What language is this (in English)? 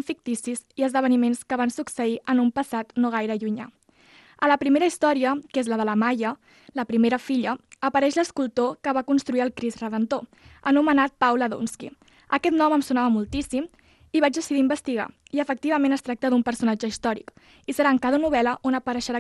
Catalan